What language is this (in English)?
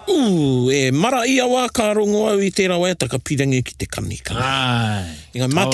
Māori